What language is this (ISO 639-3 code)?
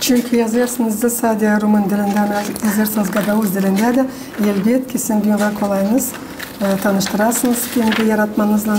gag